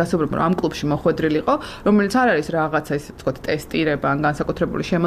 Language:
Georgian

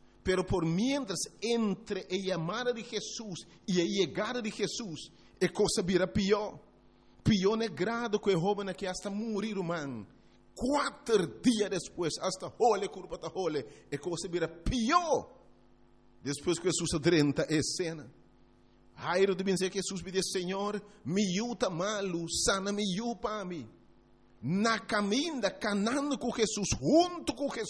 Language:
Papiamento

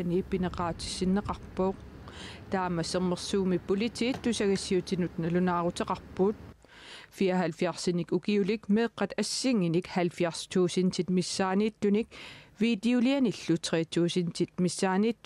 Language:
Kalaallisut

